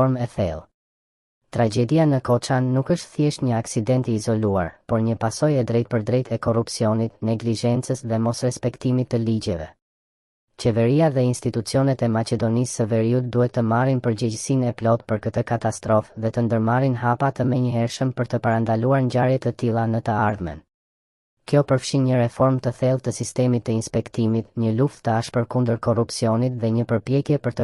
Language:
Albanian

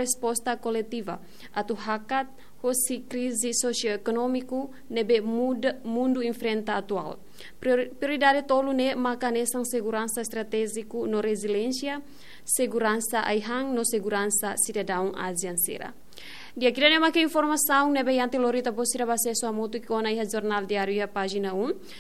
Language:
Tetum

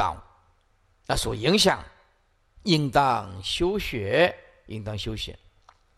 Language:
Chinese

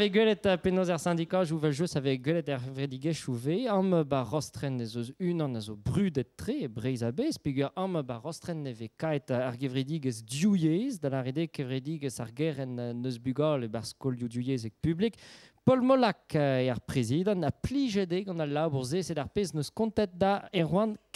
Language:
Breton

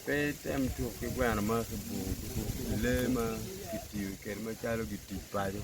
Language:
Acoli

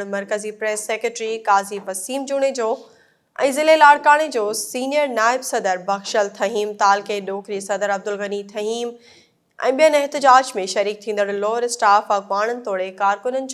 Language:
Sindhi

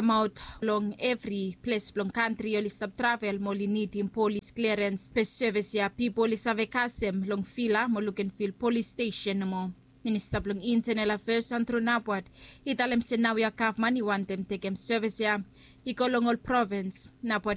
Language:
Bislama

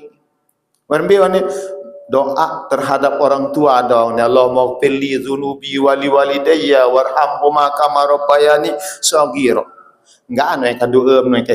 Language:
Sasak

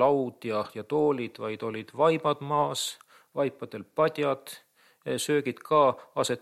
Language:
Estonian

